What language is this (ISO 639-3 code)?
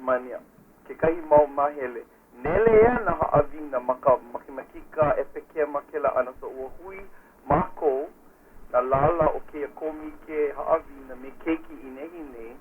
haw